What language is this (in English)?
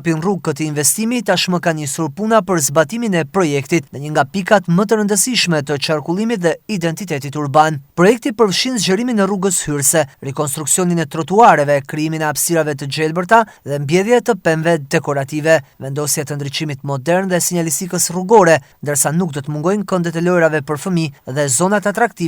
Albanian